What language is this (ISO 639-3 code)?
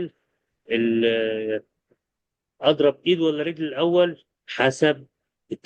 arz